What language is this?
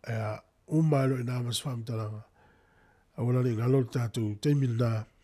Samoan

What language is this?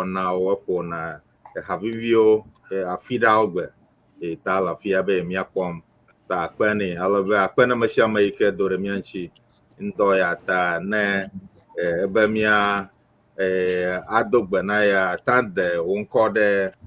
Ewe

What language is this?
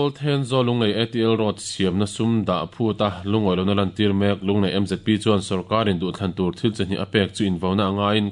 Mizo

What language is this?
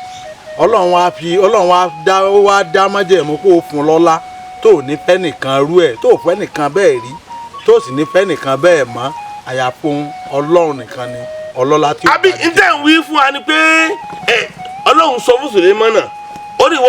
Yoruba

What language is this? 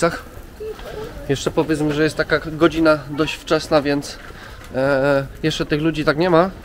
Polish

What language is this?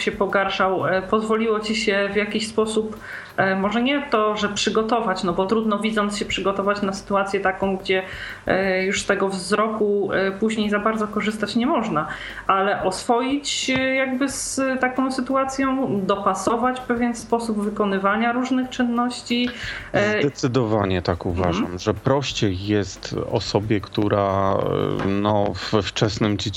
Polish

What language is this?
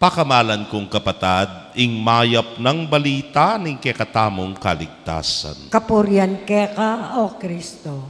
Pampanga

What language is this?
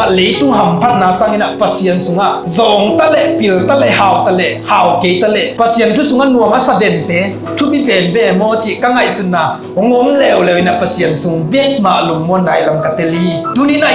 Tedim Chin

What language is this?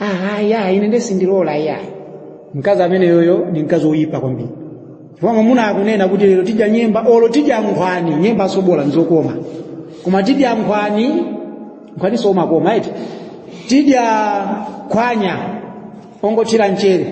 Nyanja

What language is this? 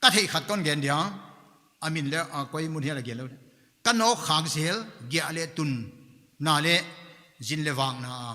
Paite Chin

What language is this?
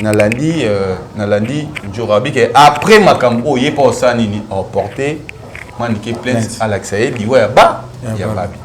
Lingala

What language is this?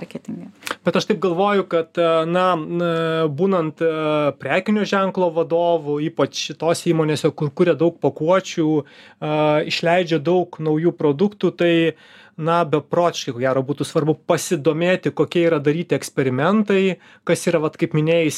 Lithuanian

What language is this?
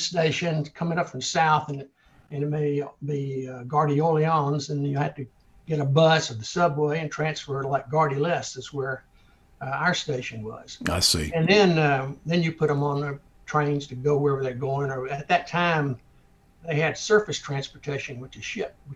English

